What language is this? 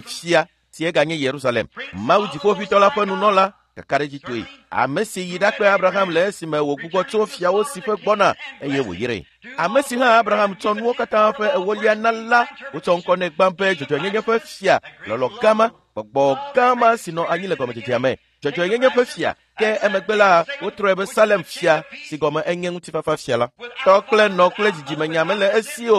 Ewe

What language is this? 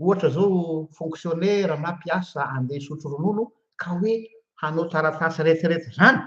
Malagasy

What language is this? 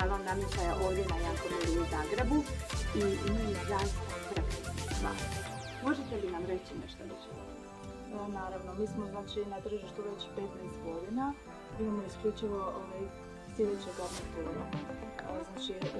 Croatian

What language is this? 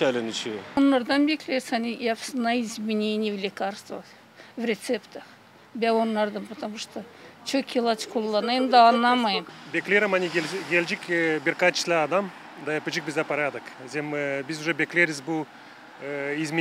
Gagauz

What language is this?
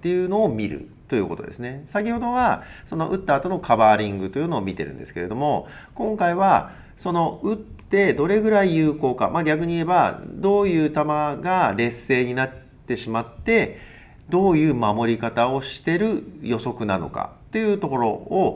Japanese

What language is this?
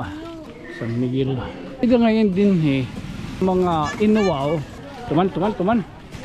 Waray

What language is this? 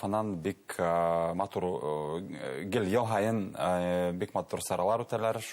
Bashkir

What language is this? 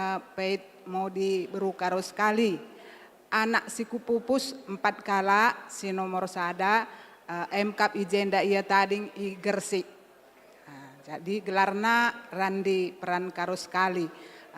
Batak Karo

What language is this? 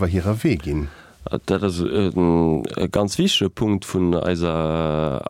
Luxembourgish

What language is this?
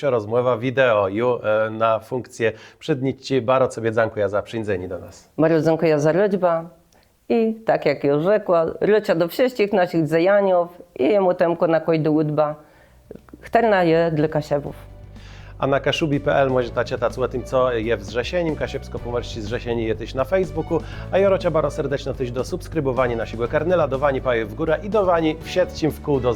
Kashubian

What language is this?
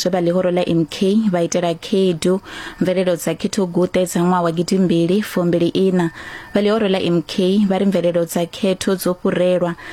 Venda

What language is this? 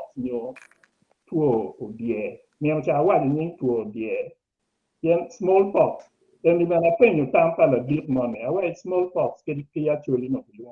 Acoli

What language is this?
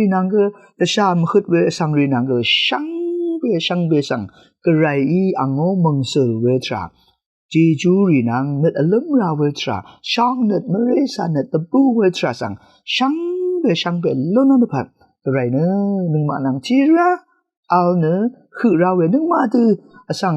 Rawang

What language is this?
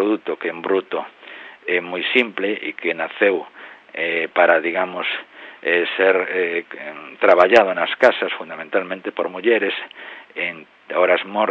Galician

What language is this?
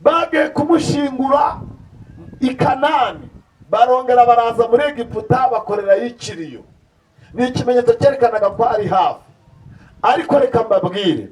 Kinyarwanda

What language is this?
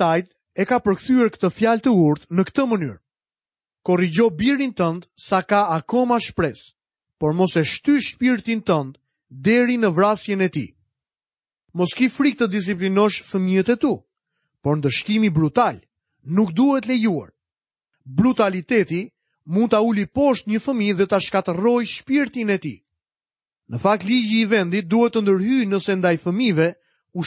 Albanian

